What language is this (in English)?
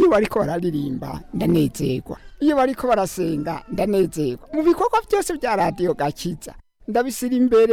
Rundi